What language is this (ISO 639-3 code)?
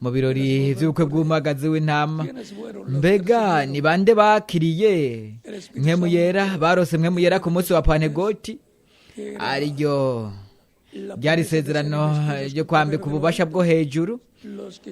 run